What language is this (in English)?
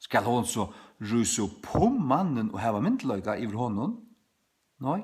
Faroese